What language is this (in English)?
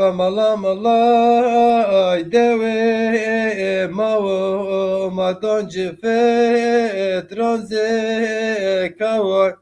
Zaza